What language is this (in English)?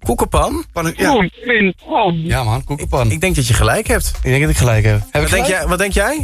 Dutch